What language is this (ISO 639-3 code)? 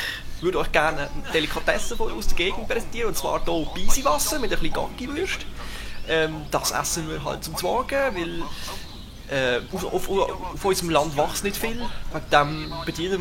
gsw